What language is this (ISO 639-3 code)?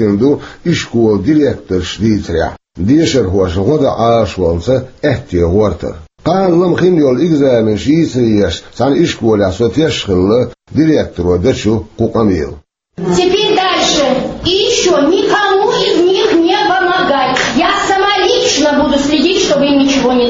che